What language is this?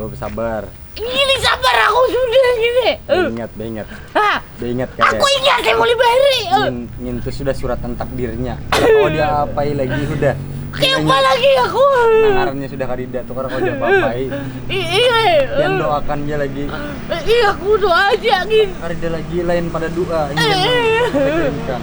Banjar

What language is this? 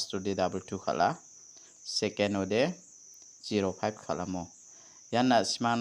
Garo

